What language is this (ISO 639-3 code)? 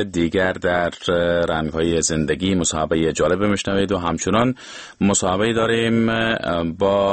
fas